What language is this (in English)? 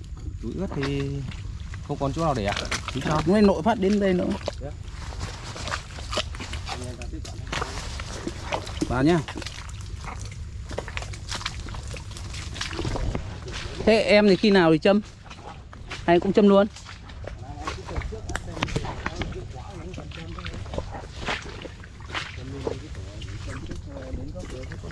Vietnamese